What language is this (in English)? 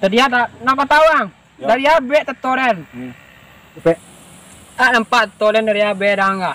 Minangkabau